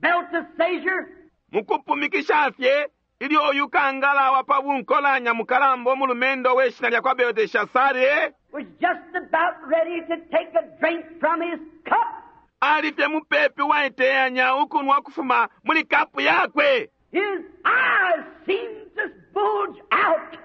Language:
Bemba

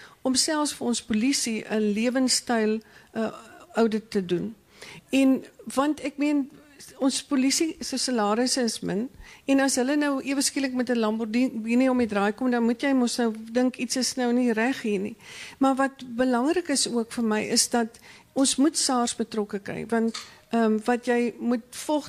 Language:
Afrikaans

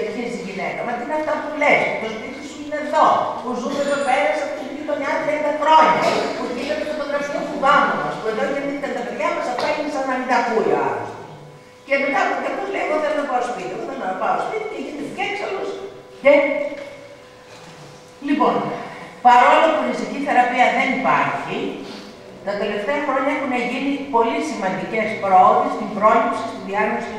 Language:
Greek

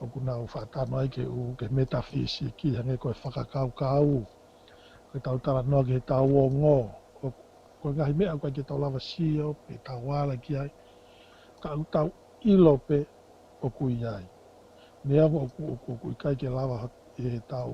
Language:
Tongan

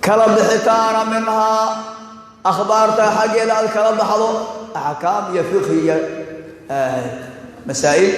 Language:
Somali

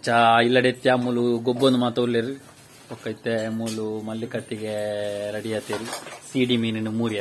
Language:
Tulu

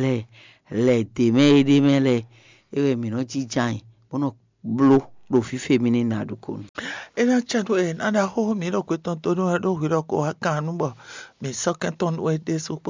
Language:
Fon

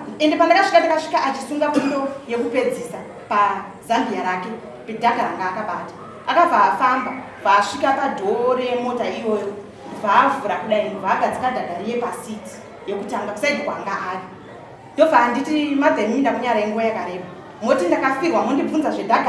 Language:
Shona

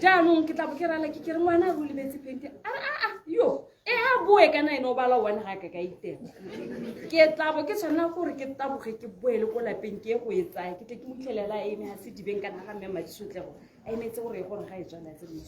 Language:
Tswana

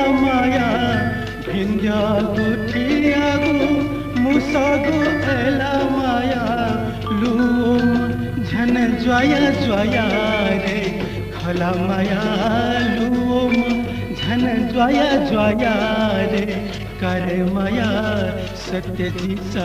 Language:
Newari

